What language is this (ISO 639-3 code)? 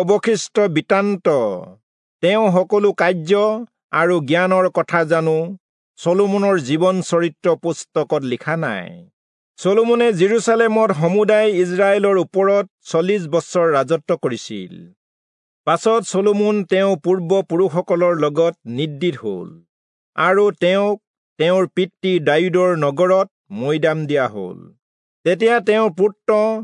asm